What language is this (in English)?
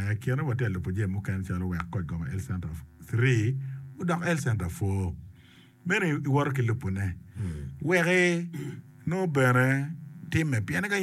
Acoli